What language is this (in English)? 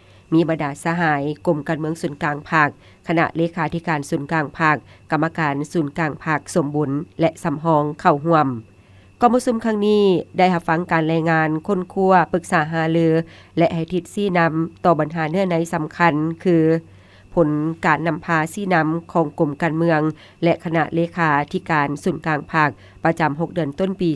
Lao